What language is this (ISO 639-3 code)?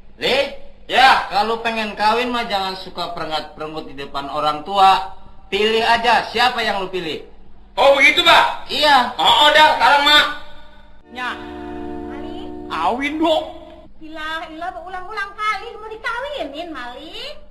bew